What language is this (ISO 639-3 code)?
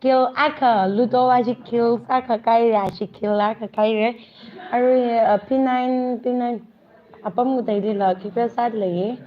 nmf